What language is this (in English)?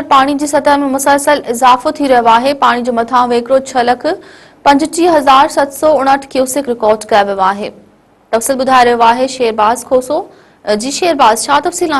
Sindhi